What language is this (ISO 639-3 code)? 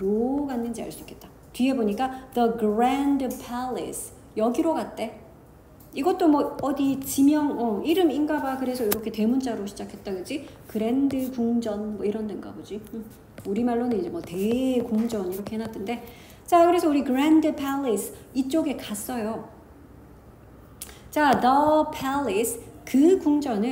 kor